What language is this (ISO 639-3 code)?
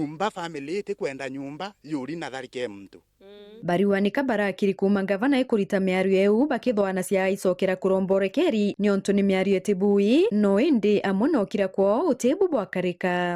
mer